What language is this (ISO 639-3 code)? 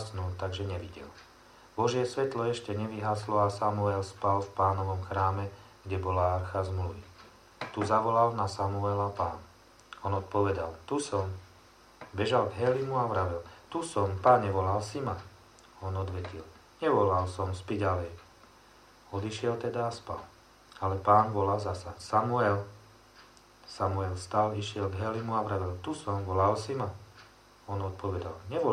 slk